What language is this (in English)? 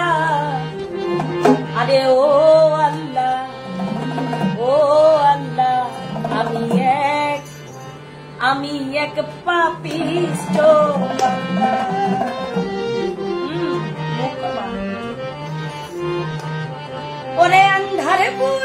Bangla